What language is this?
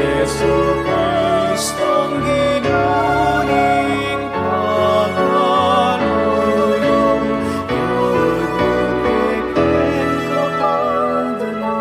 Pampanga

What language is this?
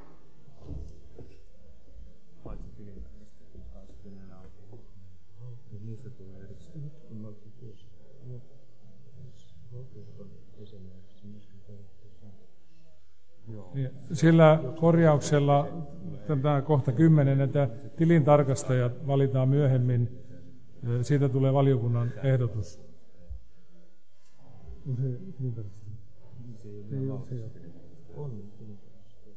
Finnish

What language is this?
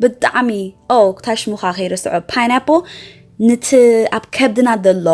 Tigrinya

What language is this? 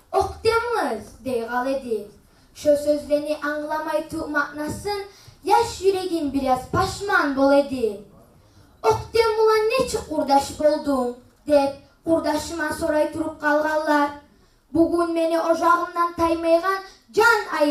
Kumyk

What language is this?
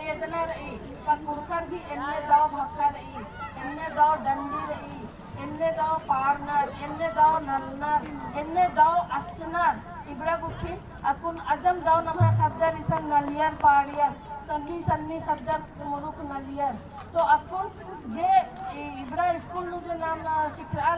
Kurukh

